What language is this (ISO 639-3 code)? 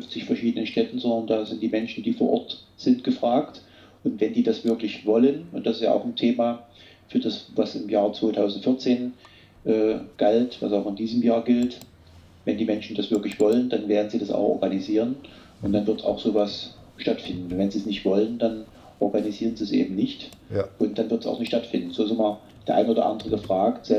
deu